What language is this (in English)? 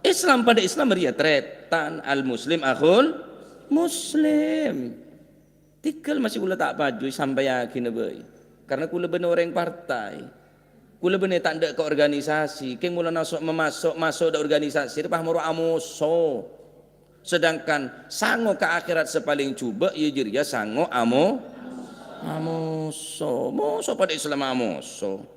Madurese